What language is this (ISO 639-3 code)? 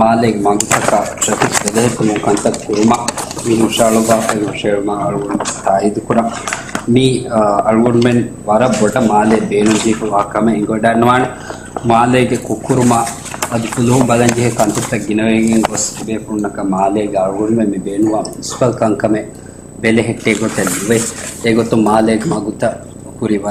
div